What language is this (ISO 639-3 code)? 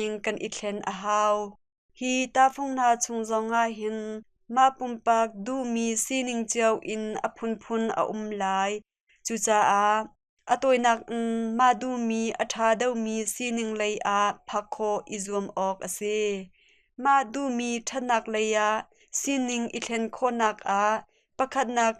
cnh